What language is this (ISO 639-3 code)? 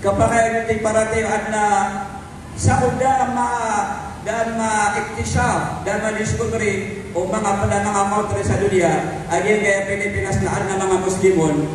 mrw